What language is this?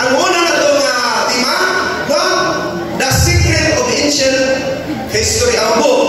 Cebuano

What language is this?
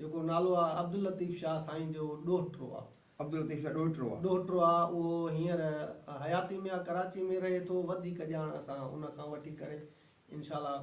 Sindhi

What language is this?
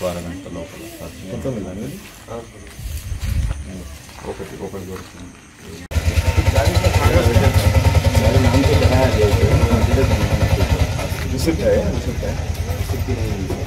Telugu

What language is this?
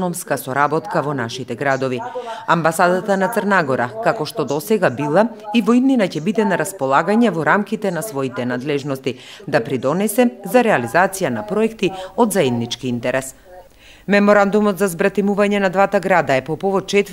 Macedonian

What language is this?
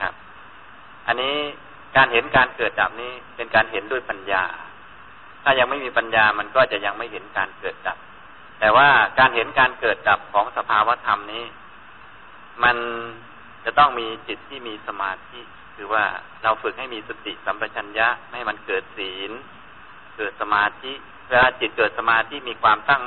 Thai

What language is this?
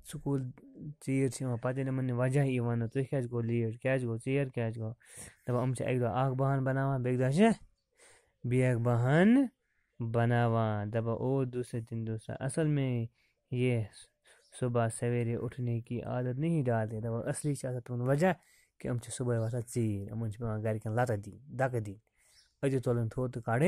Kashmiri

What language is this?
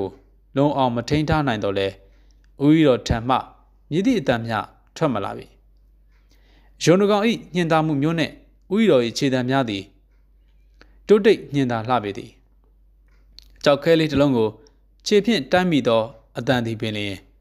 Burmese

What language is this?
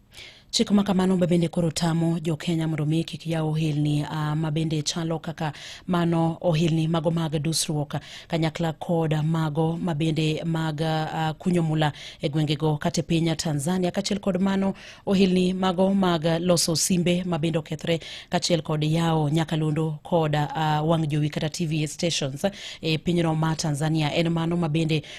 Luo (Kenya and Tanzania)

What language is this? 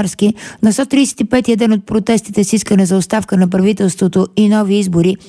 Bulgarian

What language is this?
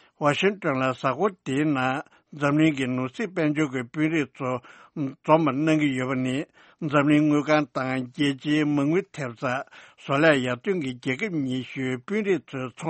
Tibetan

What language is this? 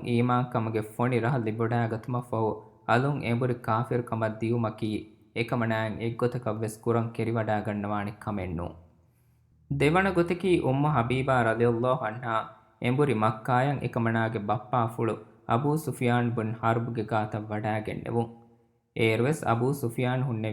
Divehi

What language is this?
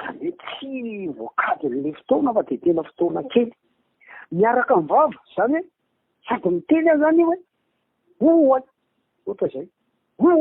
Malagasy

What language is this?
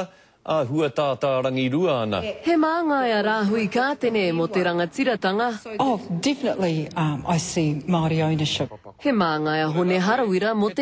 Māori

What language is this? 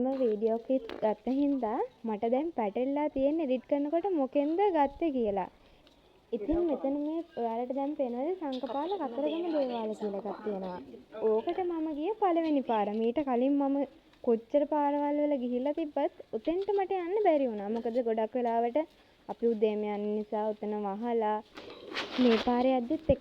Sinhala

